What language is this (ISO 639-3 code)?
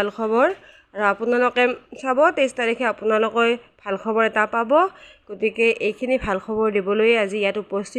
asm